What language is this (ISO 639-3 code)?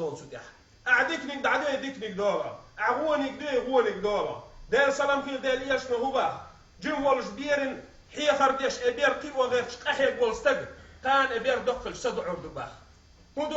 che